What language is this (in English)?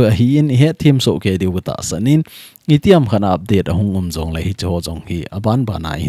Thado Chin